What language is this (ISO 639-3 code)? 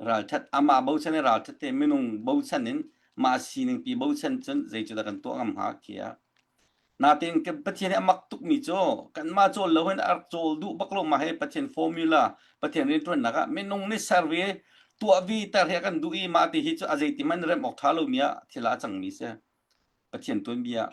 cnh